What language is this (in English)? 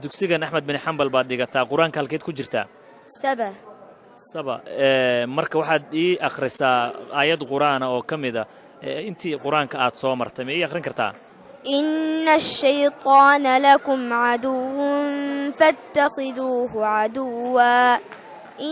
Somali